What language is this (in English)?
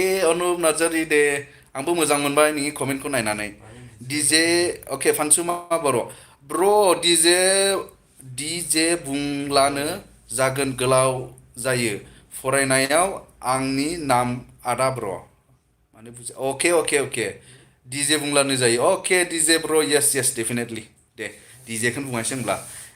Bodo